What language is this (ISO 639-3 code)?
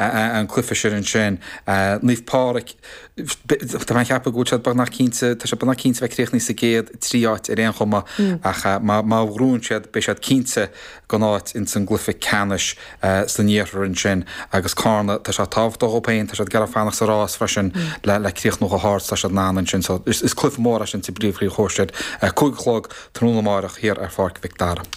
gle